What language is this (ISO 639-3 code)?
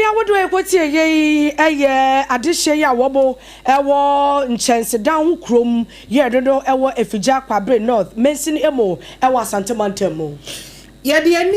aka